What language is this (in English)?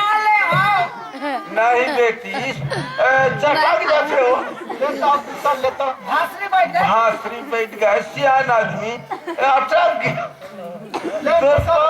Chhattisgarhi